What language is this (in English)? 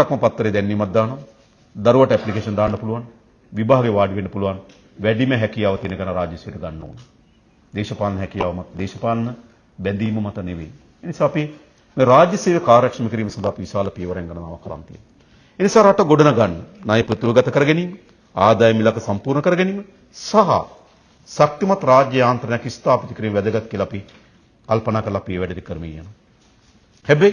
Sinhala